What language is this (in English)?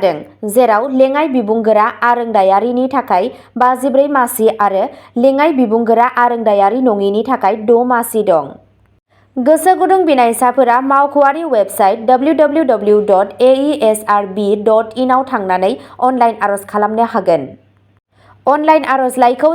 Bodo